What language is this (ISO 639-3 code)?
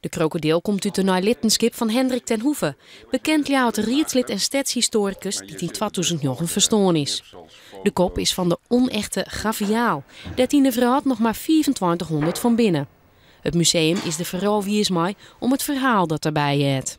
fry